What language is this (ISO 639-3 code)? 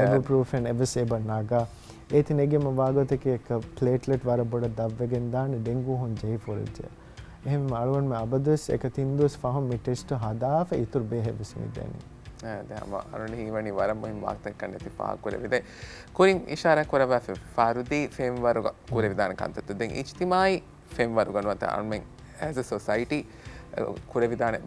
div